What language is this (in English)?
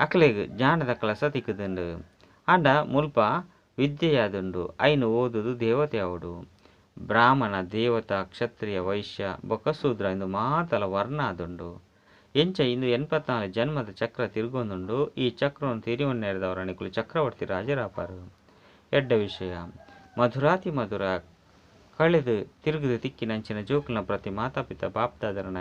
Tulu